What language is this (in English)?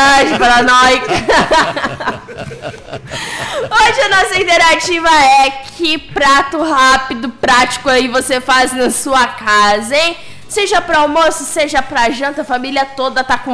Portuguese